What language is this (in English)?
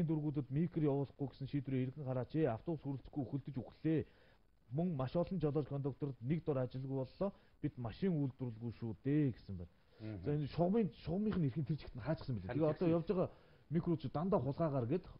Mongolian